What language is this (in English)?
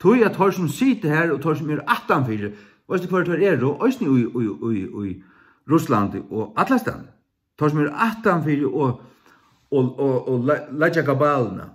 Faroese